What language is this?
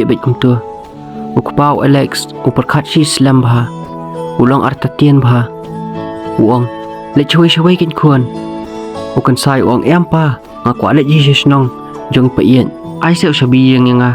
Khasi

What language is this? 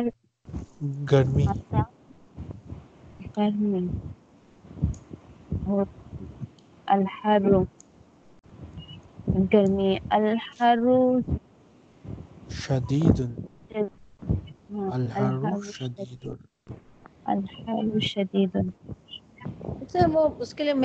Urdu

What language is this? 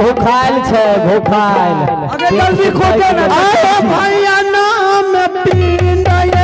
Maithili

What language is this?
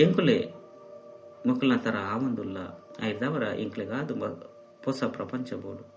Tulu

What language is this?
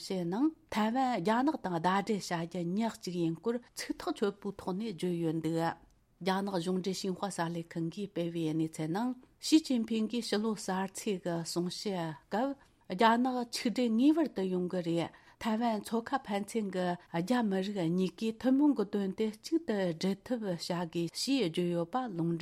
Tibetan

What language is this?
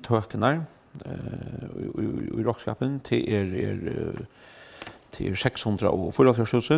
Faroese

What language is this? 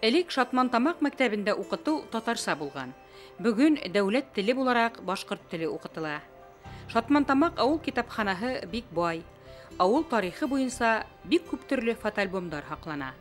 Bashkir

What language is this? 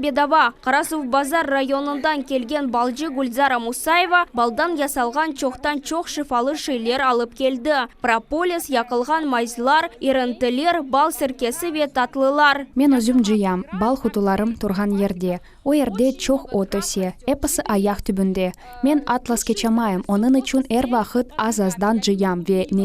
Crimean Tatar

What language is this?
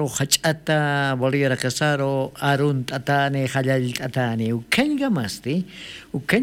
Aymara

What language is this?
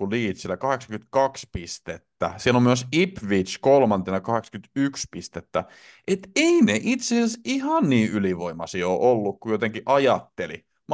Finnish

